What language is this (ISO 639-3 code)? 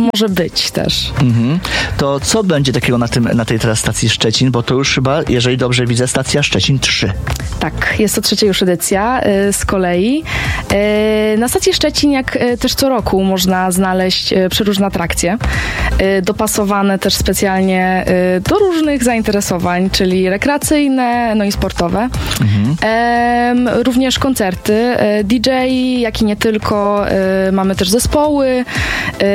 pol